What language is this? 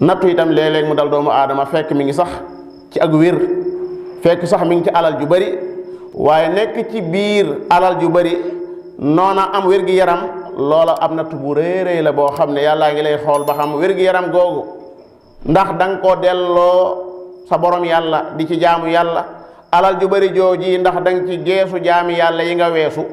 Wolof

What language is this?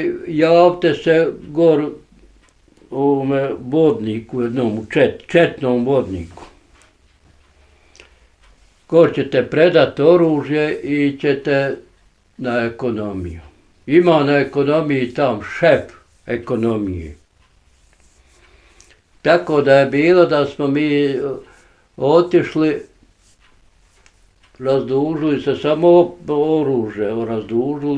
Bosnian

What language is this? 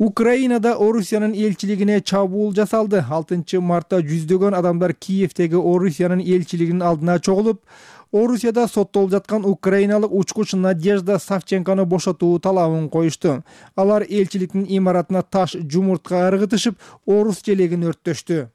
Kyrgyz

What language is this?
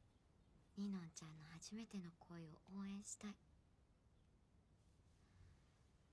Japanese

